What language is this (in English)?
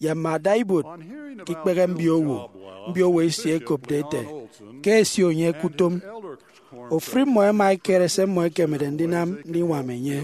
Efik